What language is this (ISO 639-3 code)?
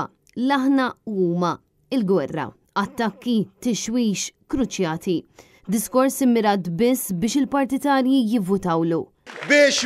mlt